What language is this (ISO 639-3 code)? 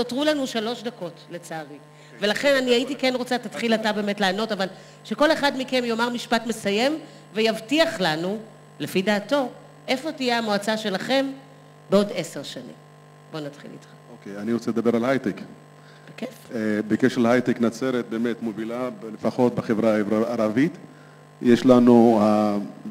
heb